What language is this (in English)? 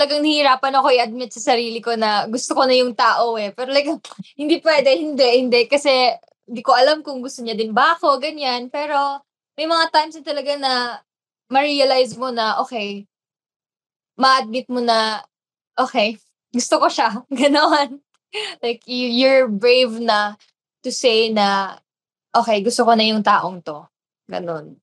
Filipino